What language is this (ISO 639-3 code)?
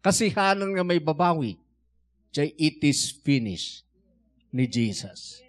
ilo